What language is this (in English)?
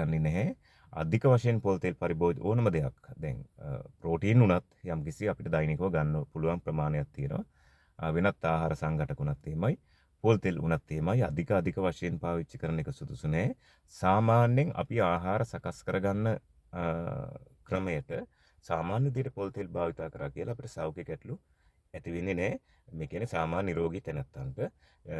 Sinhala